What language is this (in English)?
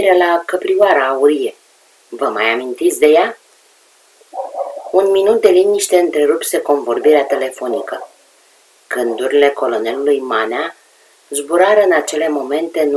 Romanian